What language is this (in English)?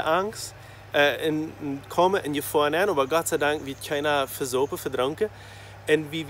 Plautdietsch